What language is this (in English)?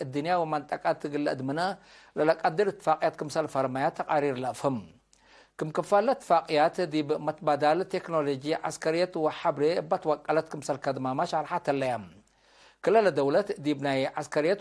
Tigre